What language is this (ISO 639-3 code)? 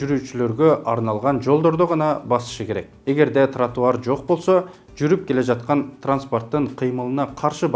kir